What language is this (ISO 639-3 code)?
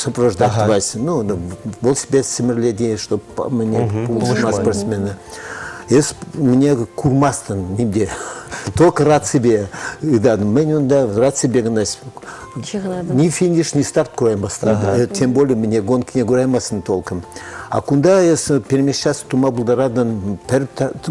chv